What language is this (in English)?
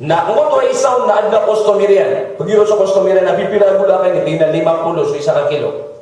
Maranao